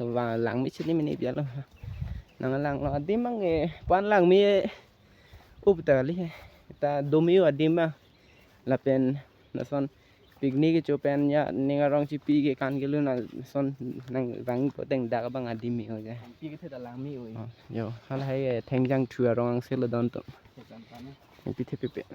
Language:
Karbi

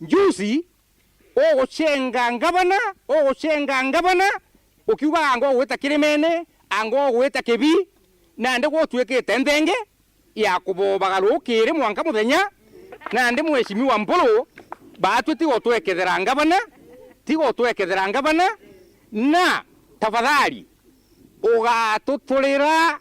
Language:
Meru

